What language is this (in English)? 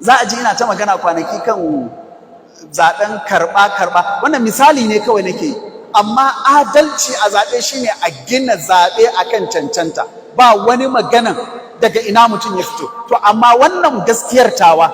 Hausa